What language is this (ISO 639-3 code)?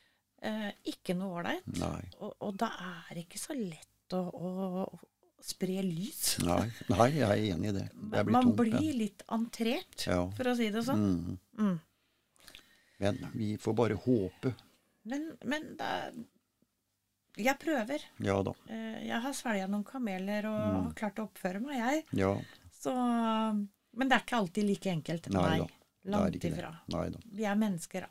nor